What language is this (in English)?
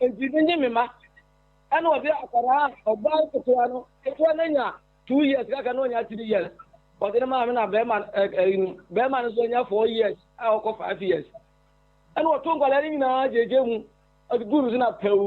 Akan